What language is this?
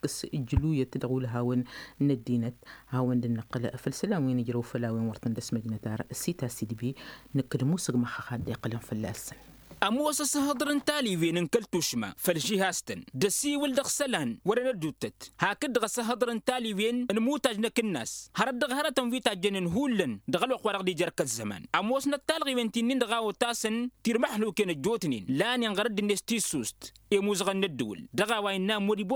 Tamasheq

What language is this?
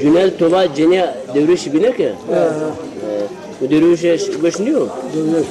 Zaza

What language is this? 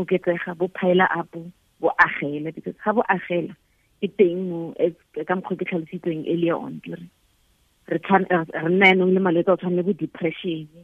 Tswana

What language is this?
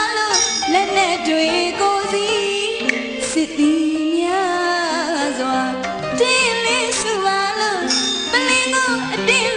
Burmese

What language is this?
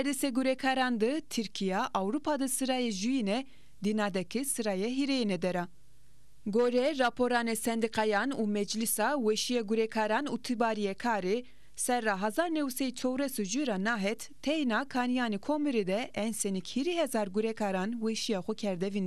Zaza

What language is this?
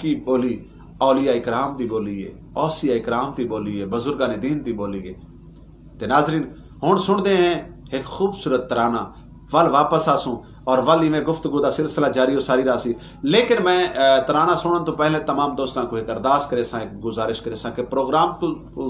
Saraiki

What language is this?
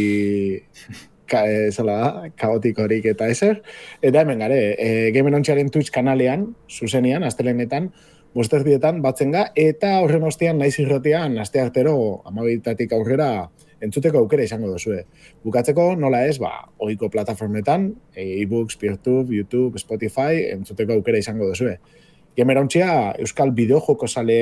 Basque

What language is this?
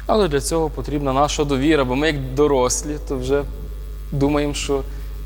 Ukrainian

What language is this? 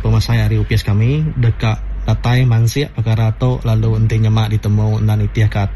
Iban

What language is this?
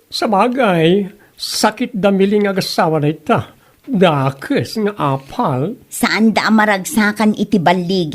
Iloko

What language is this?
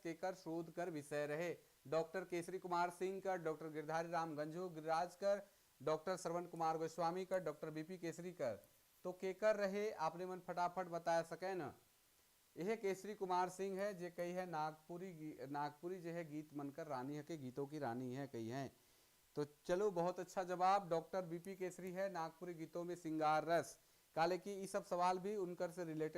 Sadri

